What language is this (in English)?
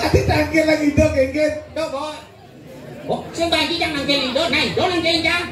Balinese